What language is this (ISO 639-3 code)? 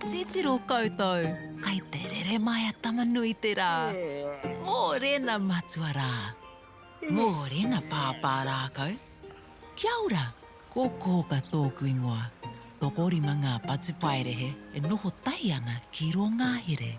mri